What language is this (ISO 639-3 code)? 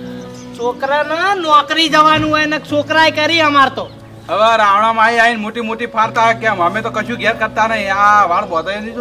guj